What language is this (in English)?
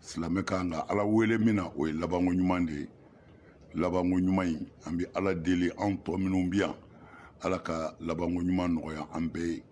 Bambara